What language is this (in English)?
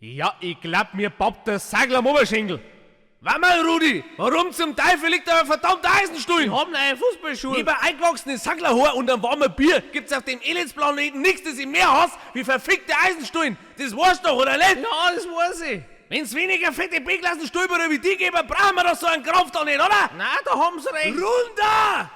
Bavarian